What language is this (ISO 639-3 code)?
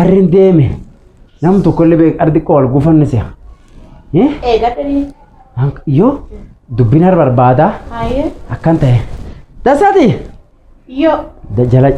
orm